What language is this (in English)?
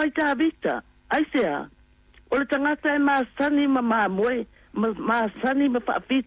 Samoan